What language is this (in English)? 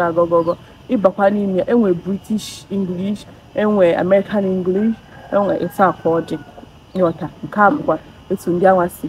Igbo